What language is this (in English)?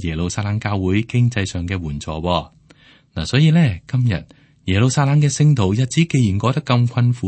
Cantonese